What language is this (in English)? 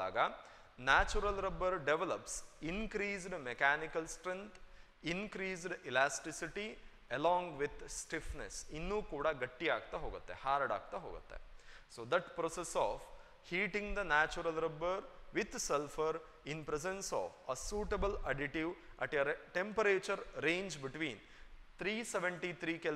Kannada